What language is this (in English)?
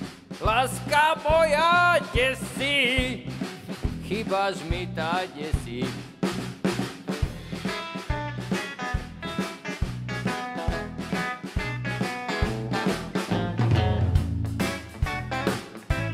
Slovak